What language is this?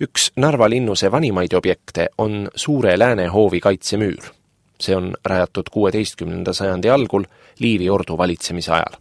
Estonian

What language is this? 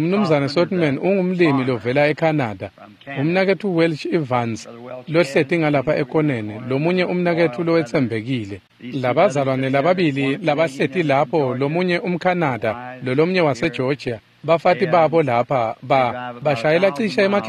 Swati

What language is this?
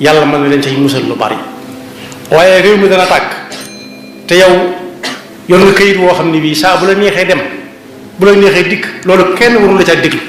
Wolof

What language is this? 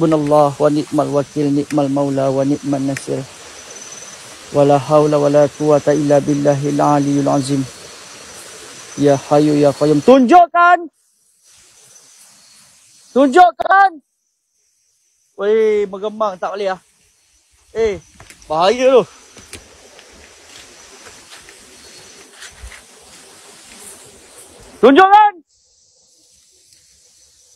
Malay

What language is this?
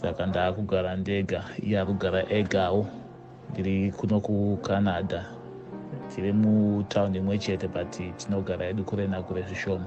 Shona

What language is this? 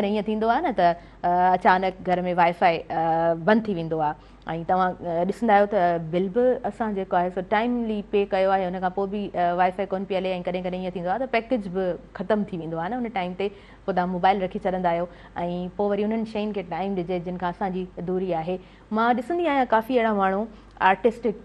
Sindhi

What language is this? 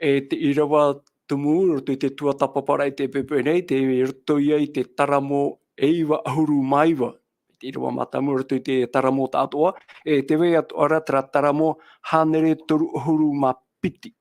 Tahitian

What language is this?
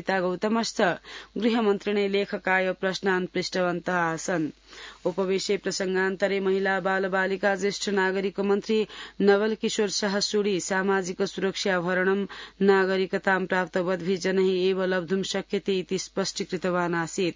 Sanskrit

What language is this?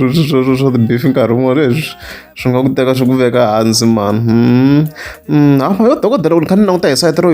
Tsonga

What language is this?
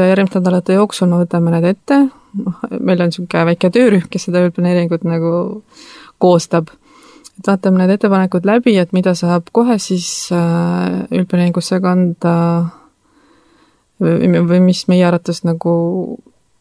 Estonian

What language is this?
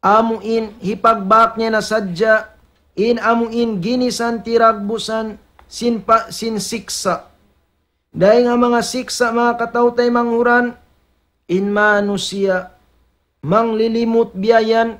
Tausug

